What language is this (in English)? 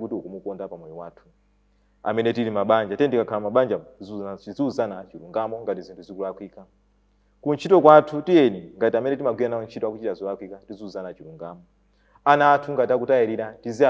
Nyanja